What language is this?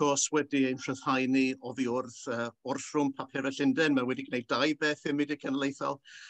Welsh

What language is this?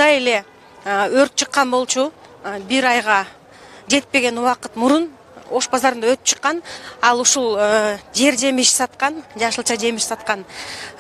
Kyrgyz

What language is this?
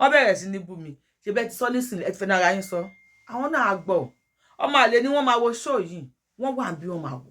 Yoruba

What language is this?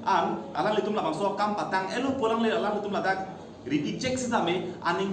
Karbi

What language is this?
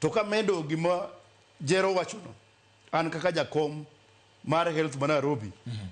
Luo (Kenya and Tanzania)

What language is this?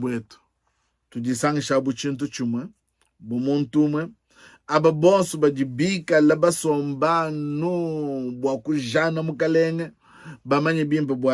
Luba-Lulua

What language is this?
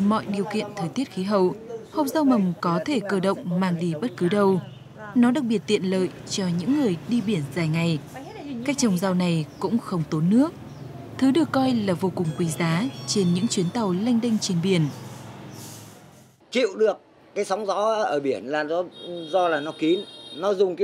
Vietnamese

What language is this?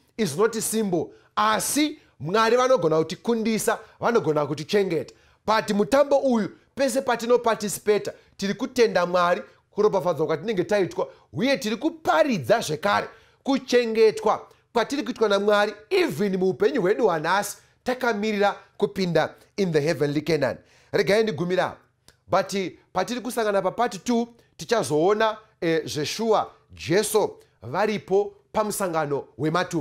Shona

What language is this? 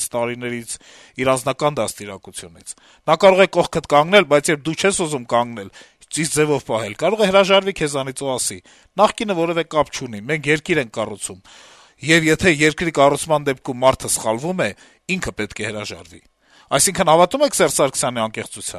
Armenian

